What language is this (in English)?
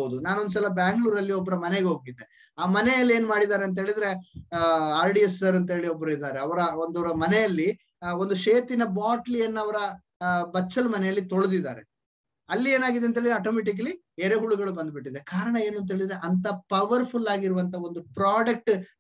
Kannada